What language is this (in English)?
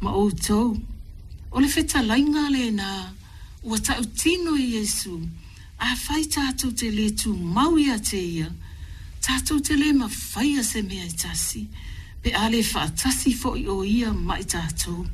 Samoan